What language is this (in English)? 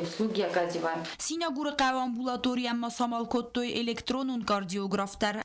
Ossetic